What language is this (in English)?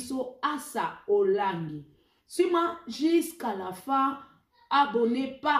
Lingala